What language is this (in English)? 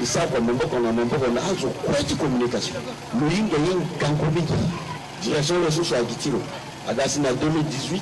Sango